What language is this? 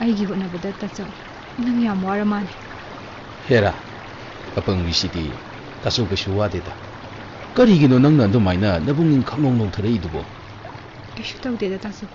Manipuri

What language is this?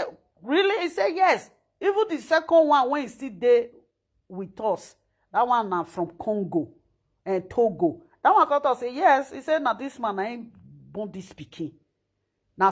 Nigerian Pidgin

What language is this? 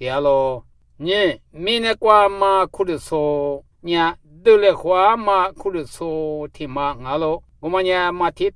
Lisu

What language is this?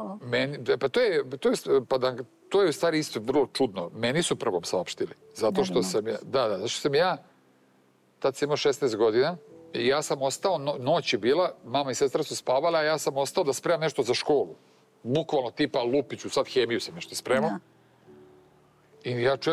Serbian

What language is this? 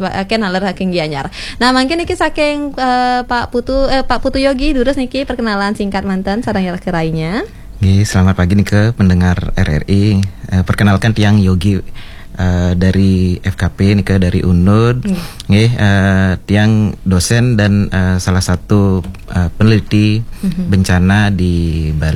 Balinese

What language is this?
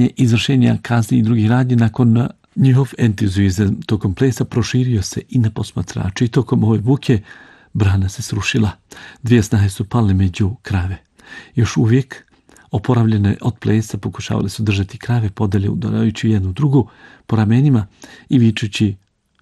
Bosnian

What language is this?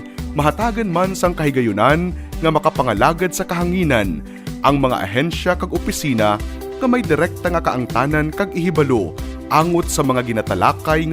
Hiligaynon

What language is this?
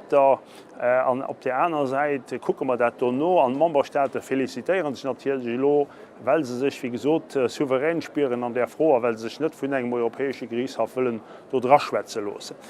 Luxembourgish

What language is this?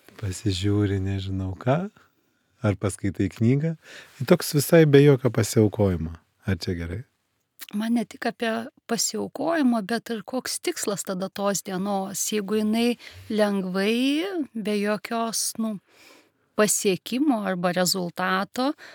Lithuanian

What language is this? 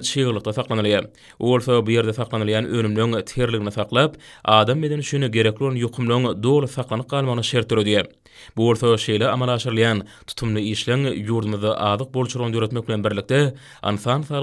Turkmen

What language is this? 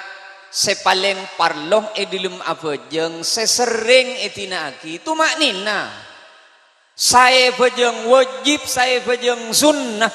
Madurese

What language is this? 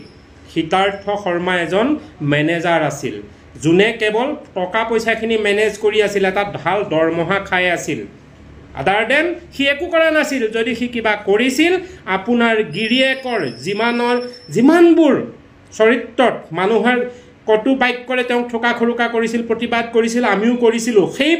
Assamese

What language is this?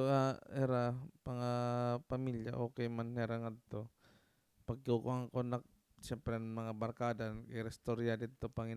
Waray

